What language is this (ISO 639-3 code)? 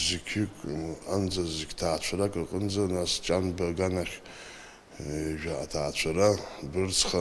abk